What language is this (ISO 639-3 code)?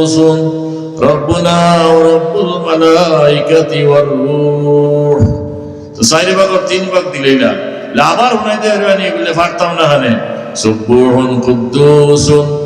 syl